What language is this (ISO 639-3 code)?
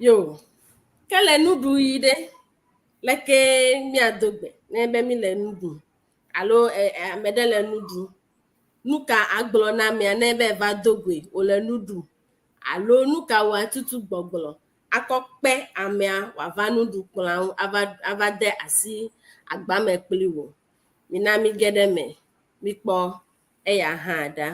ewe